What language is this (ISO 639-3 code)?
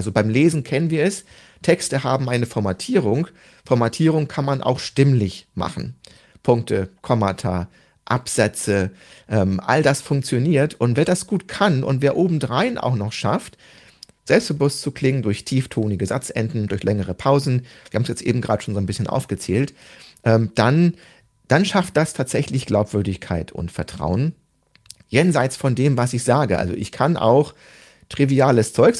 deu